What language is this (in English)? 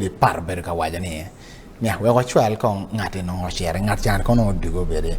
Acoli